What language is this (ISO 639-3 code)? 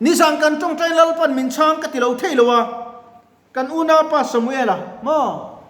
lus